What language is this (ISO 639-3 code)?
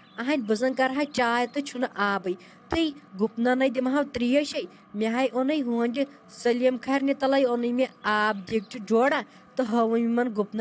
kas